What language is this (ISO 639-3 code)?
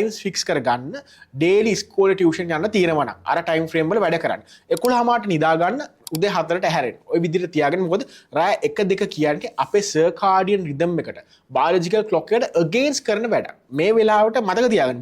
sin